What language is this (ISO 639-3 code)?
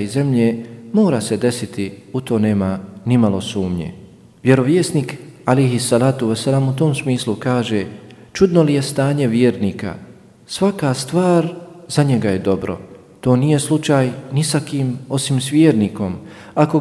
bos